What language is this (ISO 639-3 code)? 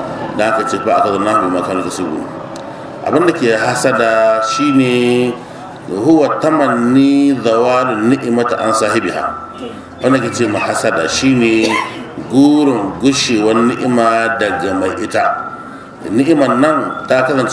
hau